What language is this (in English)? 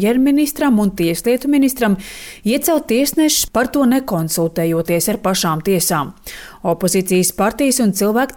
Latvian